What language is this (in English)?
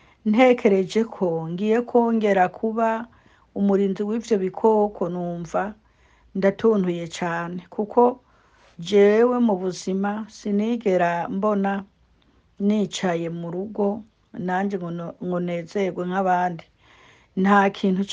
Rundi